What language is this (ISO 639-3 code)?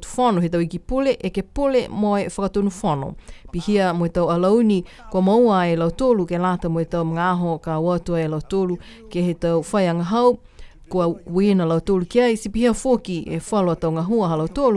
niu